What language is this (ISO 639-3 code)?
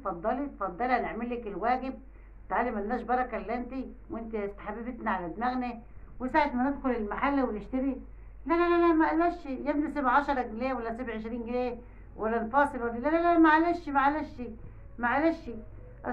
arz